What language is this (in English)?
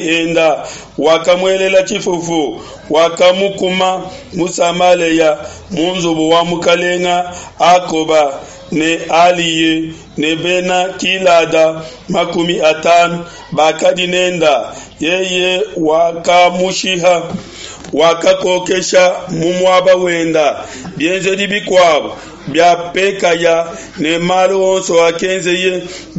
Luba-Lulua